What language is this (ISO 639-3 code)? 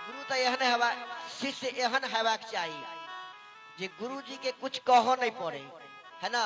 mai